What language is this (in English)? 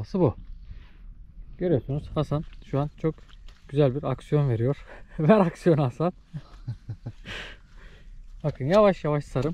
Turkish